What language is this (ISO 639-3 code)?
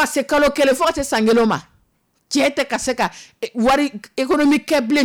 dyu